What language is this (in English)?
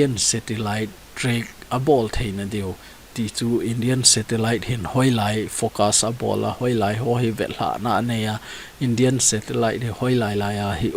Thado Chin